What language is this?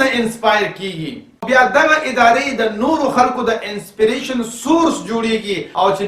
Pashto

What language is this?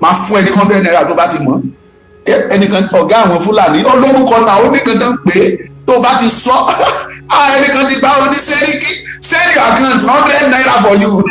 Yoruba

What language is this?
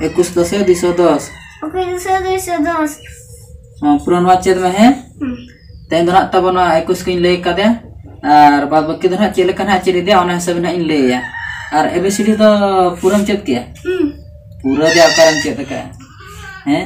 Santali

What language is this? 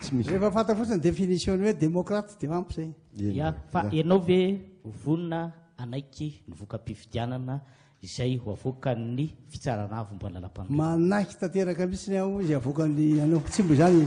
Malagasy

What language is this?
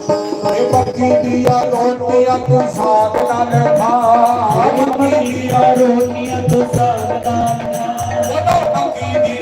Dogri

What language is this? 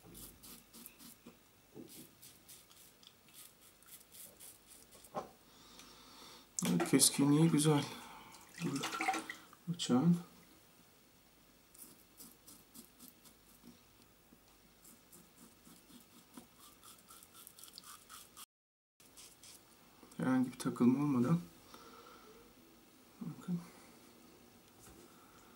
Turkish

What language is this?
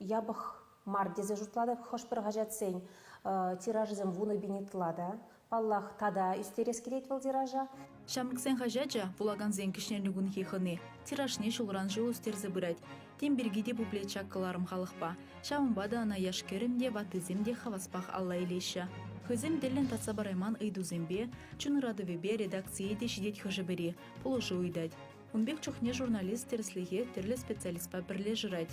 Chuvash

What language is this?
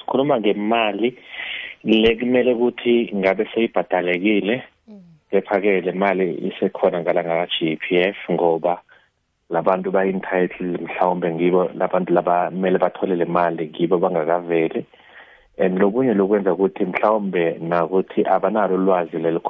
South Ndebele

